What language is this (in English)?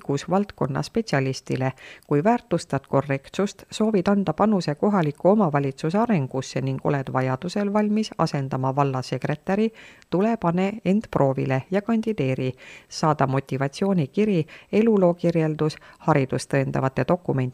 Estonian